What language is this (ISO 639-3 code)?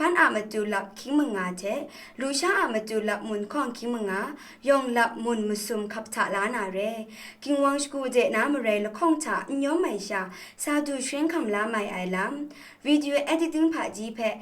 kac